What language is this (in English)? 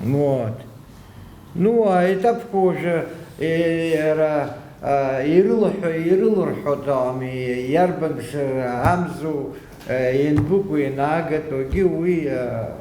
Abkhazian